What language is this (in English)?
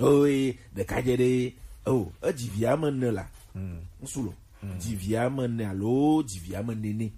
Gen